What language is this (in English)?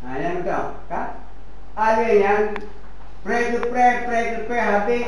Achinese